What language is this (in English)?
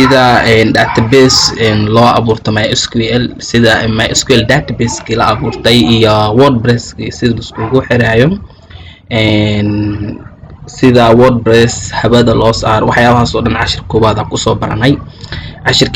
Somali